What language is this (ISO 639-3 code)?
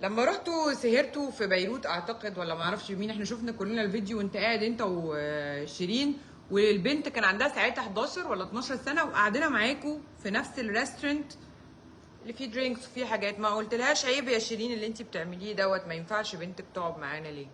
arz